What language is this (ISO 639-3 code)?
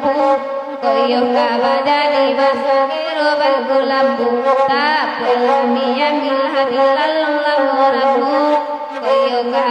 min